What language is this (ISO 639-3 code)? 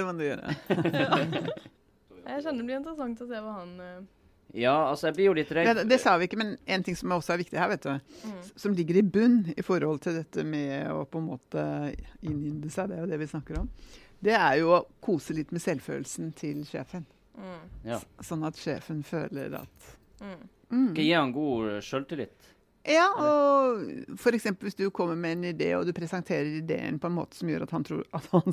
nor